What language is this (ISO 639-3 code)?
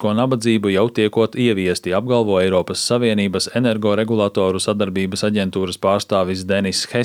lav